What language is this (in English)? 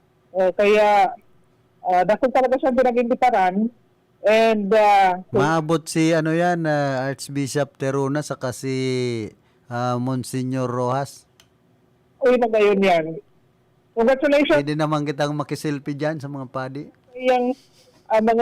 Bikol